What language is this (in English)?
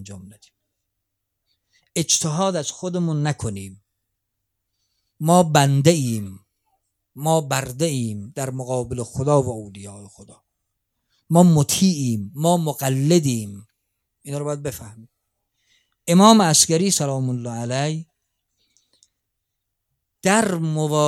Persian